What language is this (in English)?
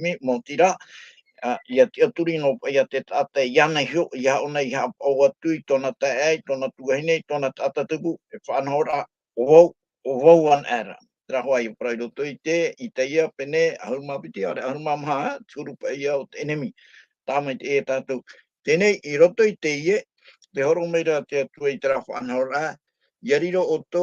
Tahitian